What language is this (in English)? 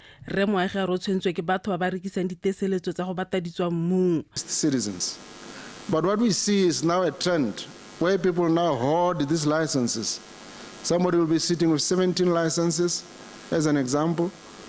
Tswana